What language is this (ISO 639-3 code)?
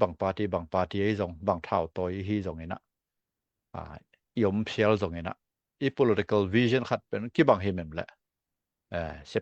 ctd